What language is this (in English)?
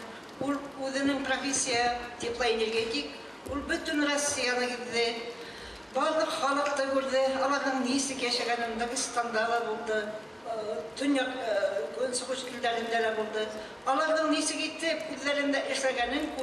Bashkir